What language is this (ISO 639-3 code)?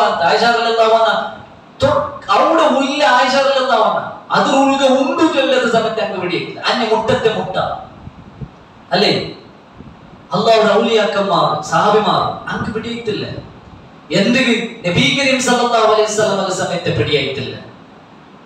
mal